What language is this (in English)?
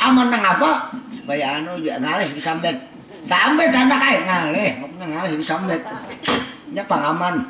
Banjar